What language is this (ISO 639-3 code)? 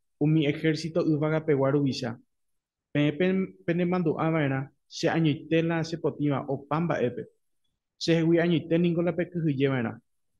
grn